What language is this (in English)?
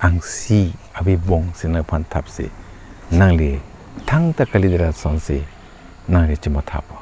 Karbi